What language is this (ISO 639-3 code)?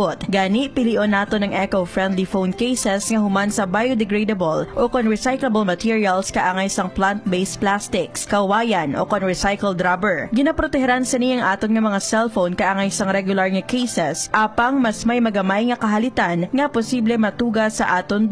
hil